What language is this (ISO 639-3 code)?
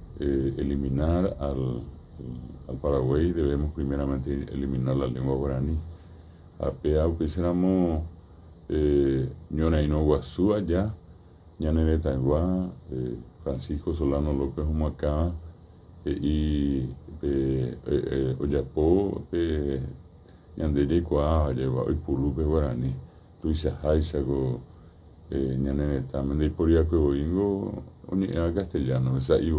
grn